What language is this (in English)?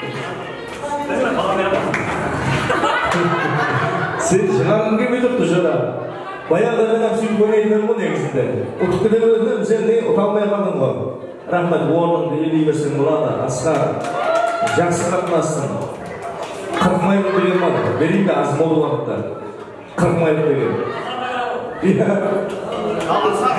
Kara-Kalpak